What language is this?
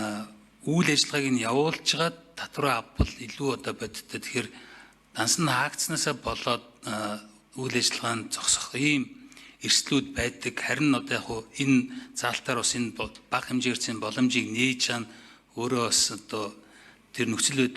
Mongolian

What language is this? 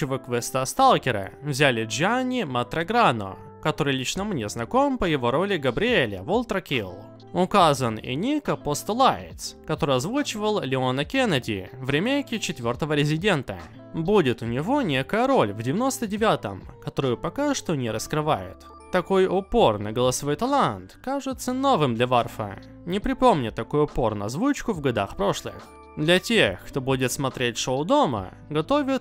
Russian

